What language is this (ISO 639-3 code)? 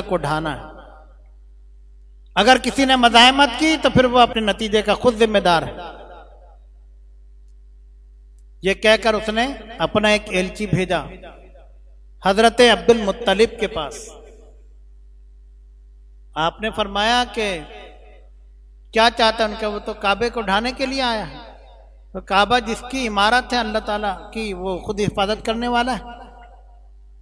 hin